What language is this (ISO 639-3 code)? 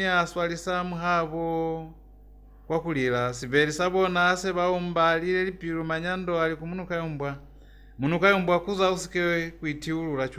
loz